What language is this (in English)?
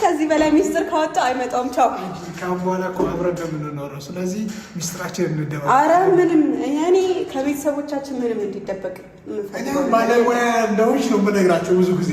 Amharic